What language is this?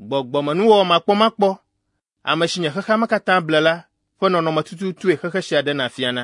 Ewe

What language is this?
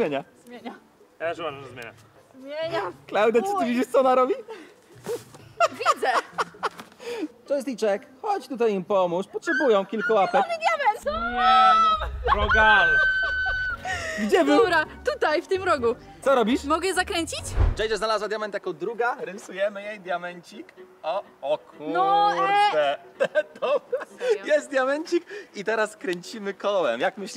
Polish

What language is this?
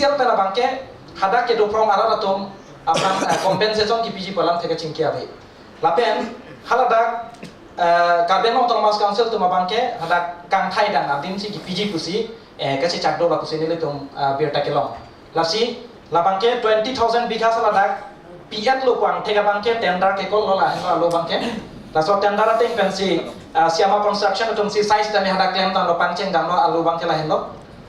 Karbi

